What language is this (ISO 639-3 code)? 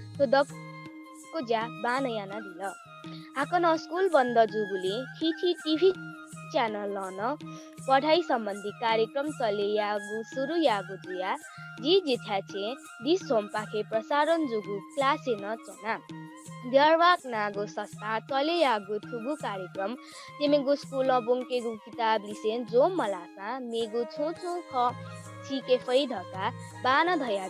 new